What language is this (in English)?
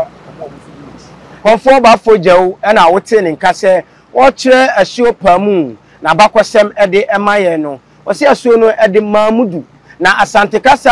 Akan